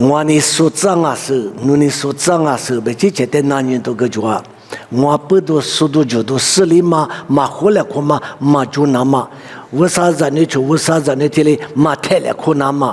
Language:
Lisu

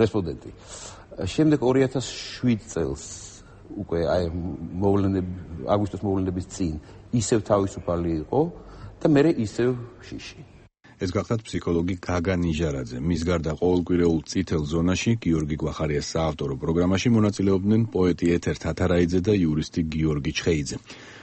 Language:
Georgian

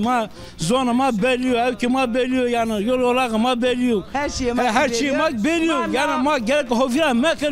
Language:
Zaza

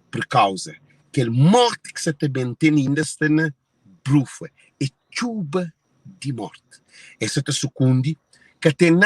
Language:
Kabuverdianu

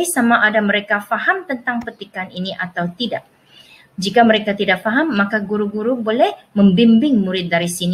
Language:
Malay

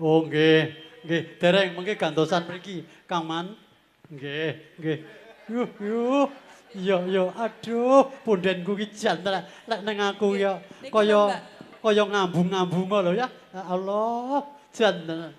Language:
Javanese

